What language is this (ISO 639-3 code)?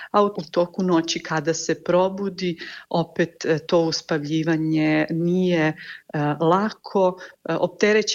hrv